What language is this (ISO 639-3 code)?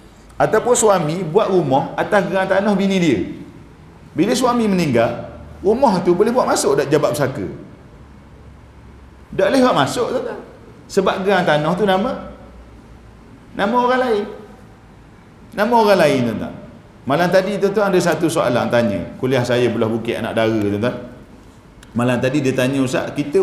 msa